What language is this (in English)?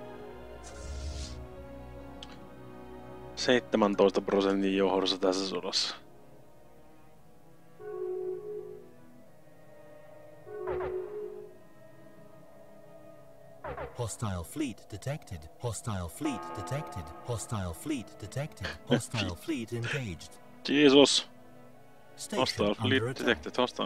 Finnish